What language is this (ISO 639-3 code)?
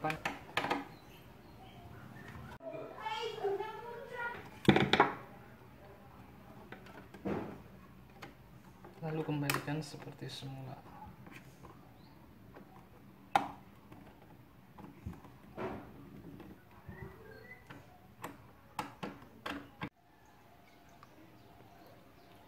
ind